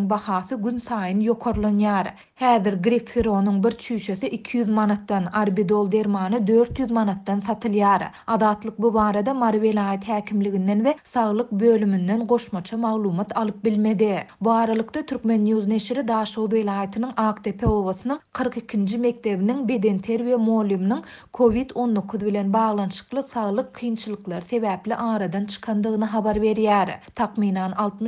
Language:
Turkmen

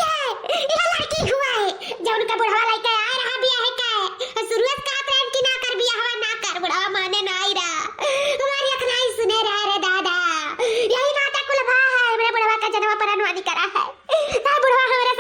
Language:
Awadhi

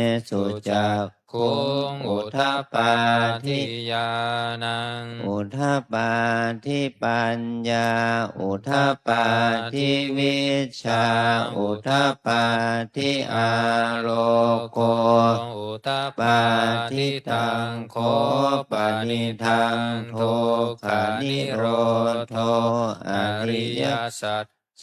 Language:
Pali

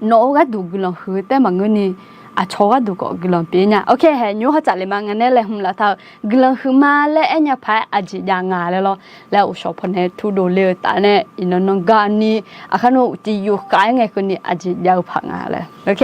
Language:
Akha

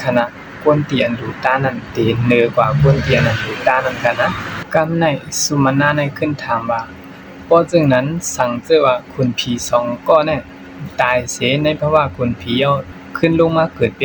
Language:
Shan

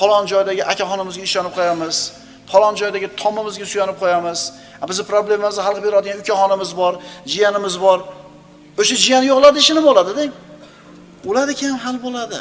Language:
Uzbek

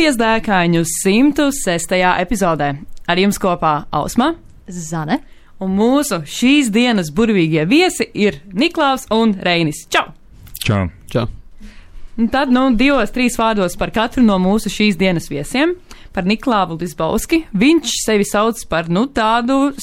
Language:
Latvian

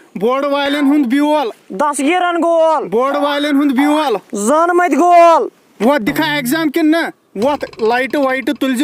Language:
Kashmiri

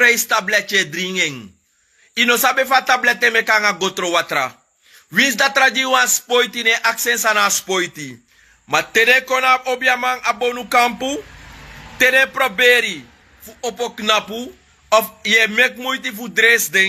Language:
Sranan Tongo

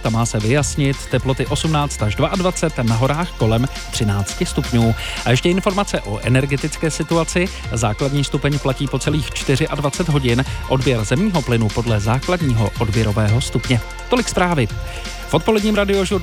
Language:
Czech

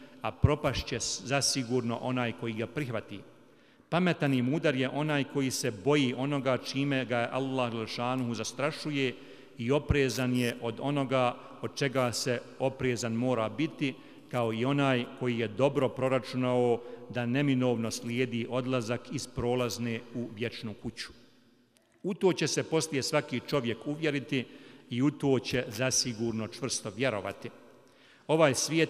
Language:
Bosnian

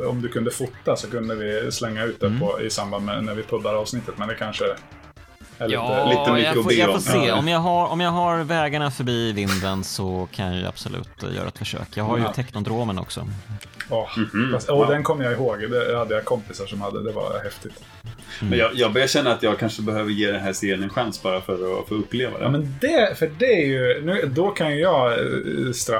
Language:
Swedish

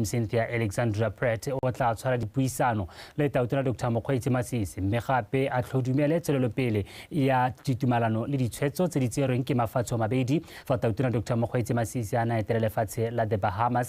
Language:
Tswana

